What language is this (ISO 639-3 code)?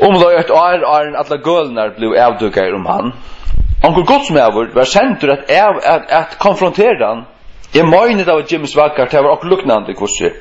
fao